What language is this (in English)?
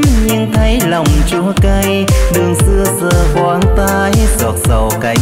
Vietnamese